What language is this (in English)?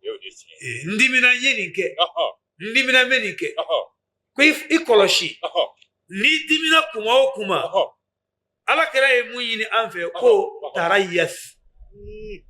Bambara